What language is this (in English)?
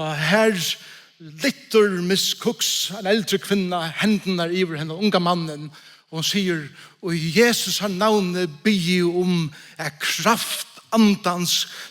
Faroese